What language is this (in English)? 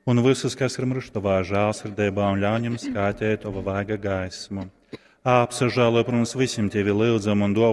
Latgalian